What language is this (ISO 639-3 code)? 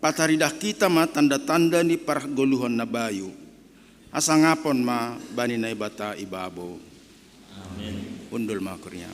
bts